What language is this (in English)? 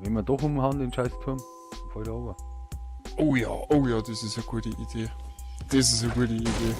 Bavarian